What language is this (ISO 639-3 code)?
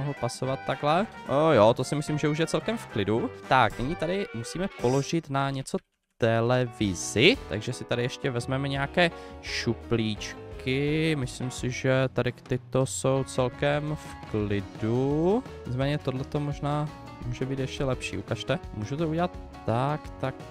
ces